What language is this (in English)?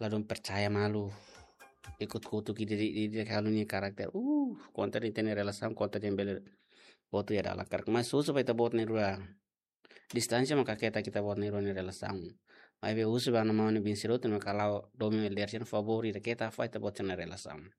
Tetum